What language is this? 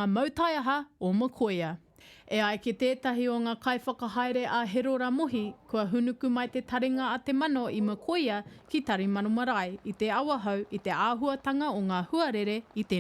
Māori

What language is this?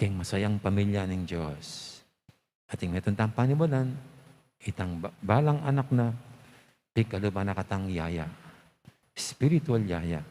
Pampanga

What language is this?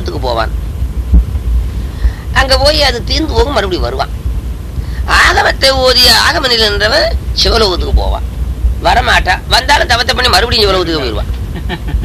Tamil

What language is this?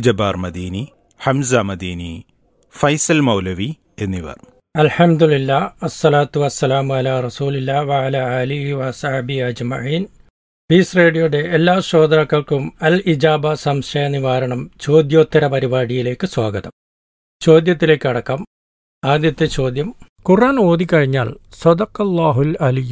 Malayalam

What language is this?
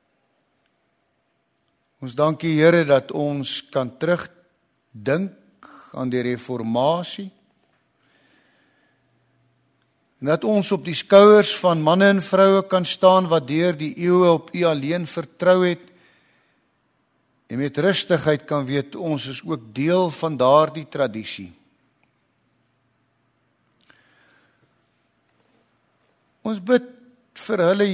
Afrikaans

